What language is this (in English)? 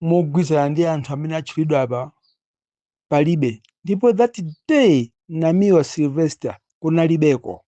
Nyanja